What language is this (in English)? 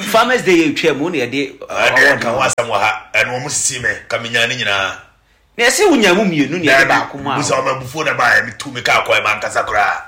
Akan